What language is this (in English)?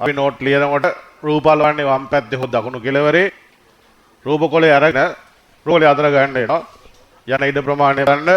Sinhala